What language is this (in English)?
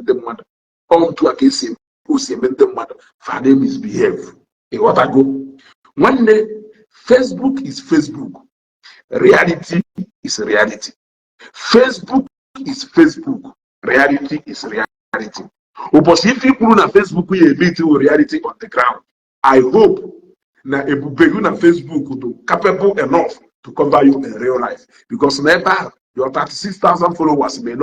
Igbo